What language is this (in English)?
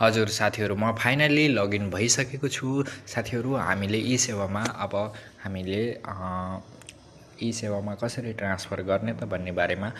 Nepali